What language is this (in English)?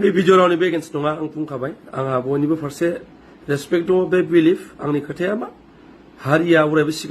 Bodo